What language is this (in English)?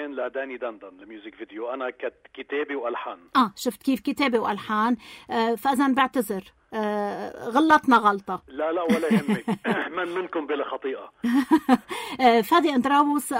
North Levantine Arabic